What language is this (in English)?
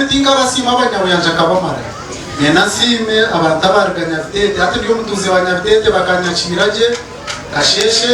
Nyankole